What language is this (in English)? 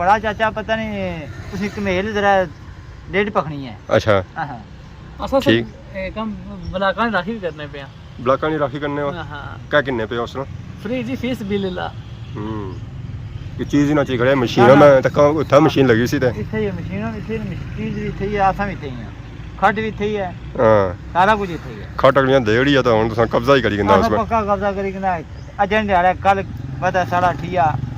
Pahari-Potwari